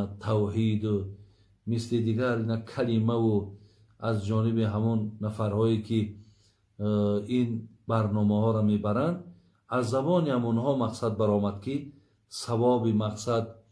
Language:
Tajik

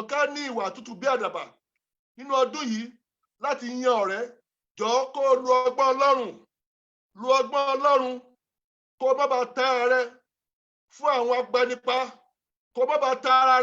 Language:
Yoruba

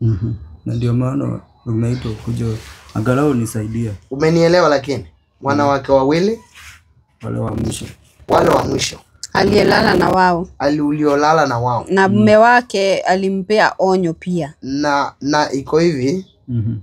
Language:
Swahili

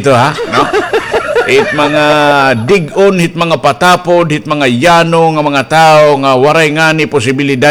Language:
Waray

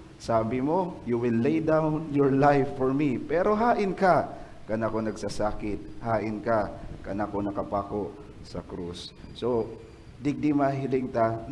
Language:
Bikol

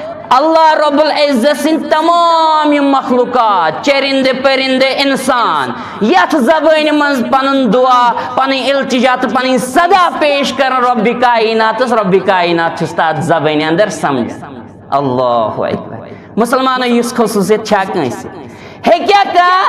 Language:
Kashmiri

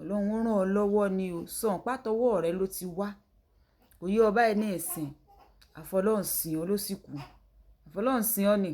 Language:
Yoruba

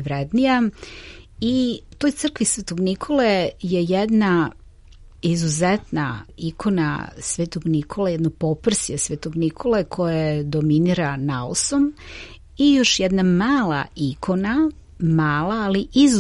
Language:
Serbian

